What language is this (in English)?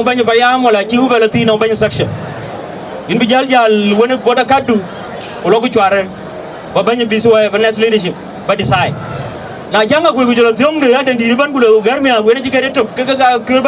Dinka